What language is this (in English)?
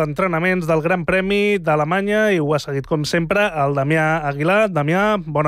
Catalan